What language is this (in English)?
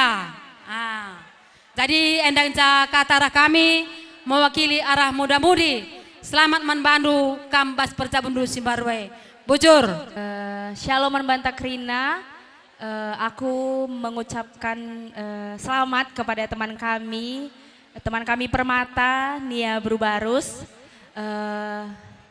Batak Karo